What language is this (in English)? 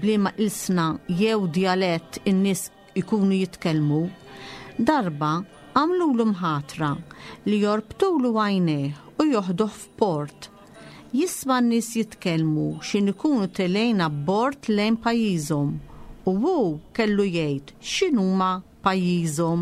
Maltese